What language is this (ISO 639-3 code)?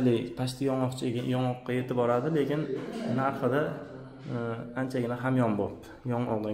uzb